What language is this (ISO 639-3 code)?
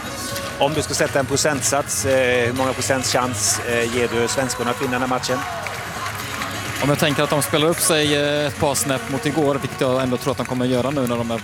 swe